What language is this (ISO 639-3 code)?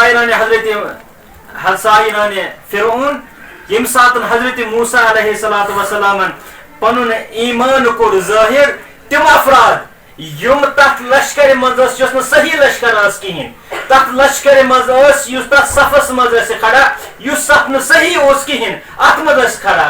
kas